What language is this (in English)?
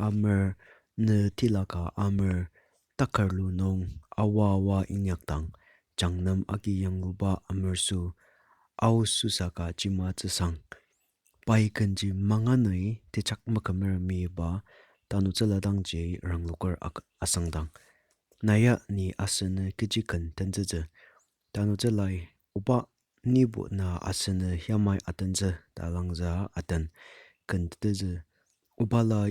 Ao Naga